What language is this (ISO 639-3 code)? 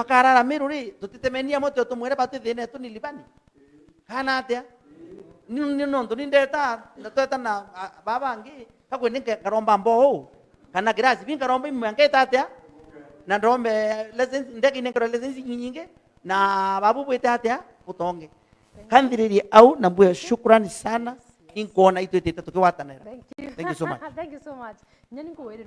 mer